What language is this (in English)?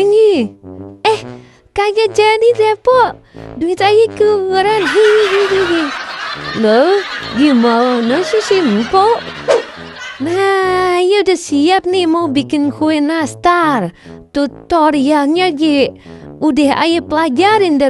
Betawi